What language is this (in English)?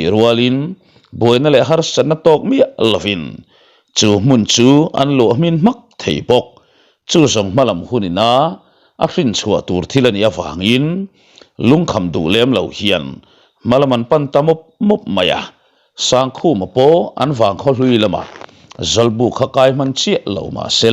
Mizo